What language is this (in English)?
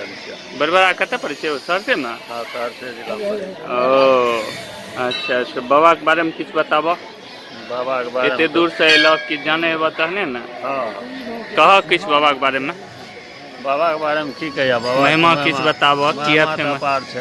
Maithili